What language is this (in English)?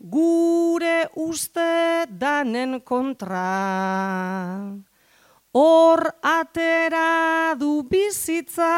Basque